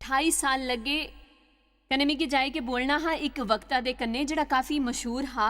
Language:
Dogri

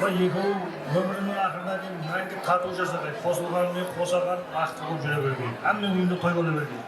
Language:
Kara-Kalpak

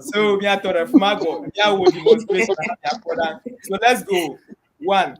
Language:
Ewe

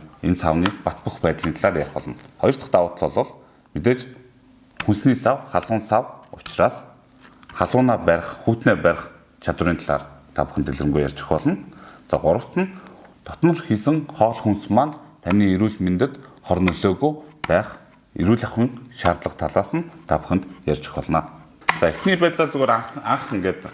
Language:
Mongolian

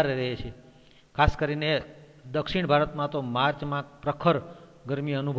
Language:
Gujarati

